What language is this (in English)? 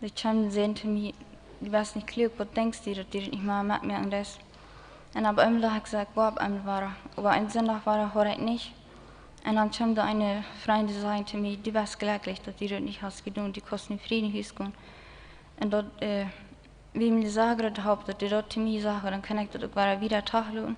Plautdietsch